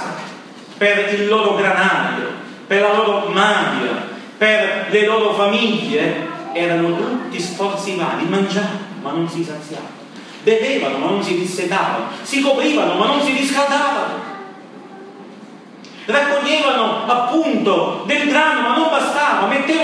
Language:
Italian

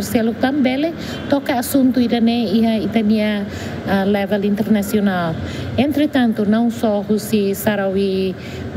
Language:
Tetum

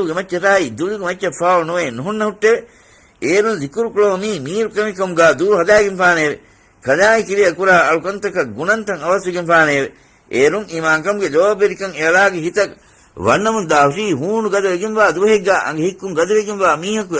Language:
Divehi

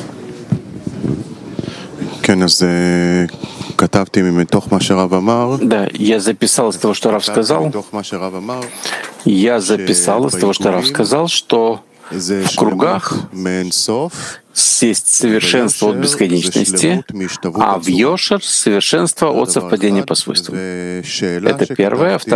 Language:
Russian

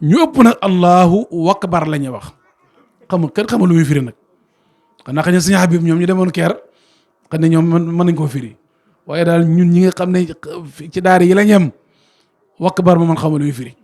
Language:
Wolof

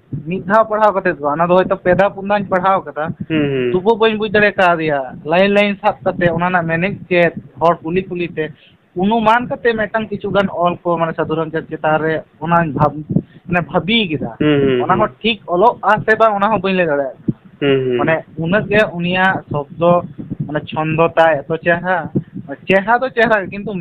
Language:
Santali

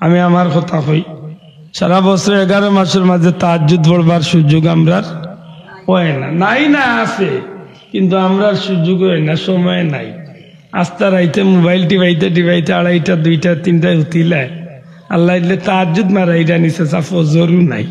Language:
Sylheti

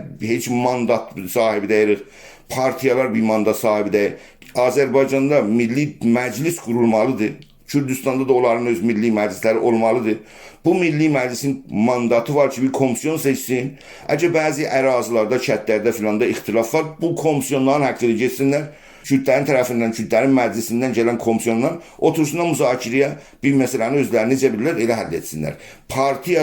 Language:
South Azerbaijani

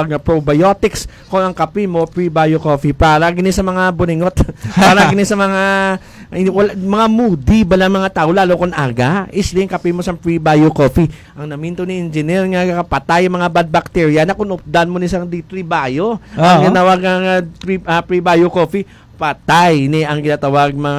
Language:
Hiligaynon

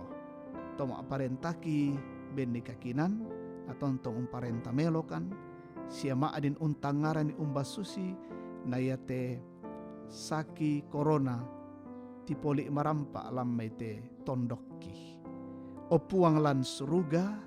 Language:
Toraja-Sa'dan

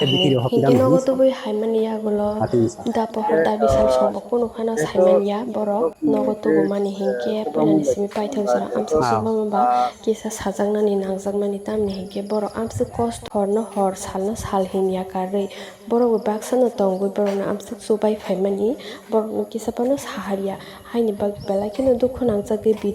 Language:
Kok Borok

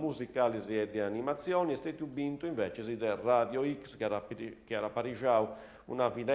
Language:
Sardinian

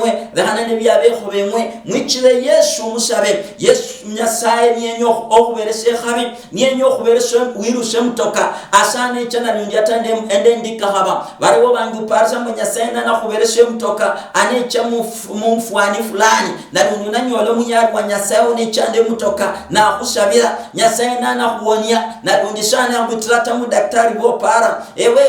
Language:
Luyia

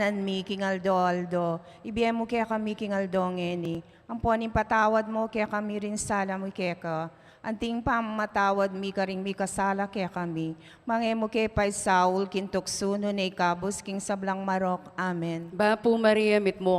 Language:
Pampanga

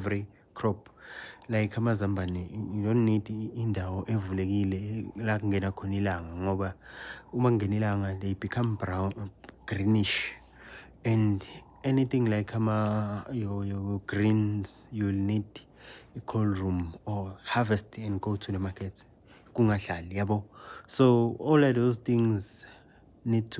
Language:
Zulu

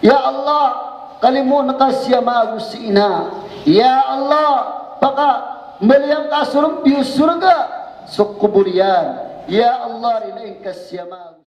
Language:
Maranao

